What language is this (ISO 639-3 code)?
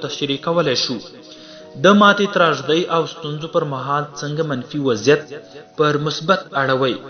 pus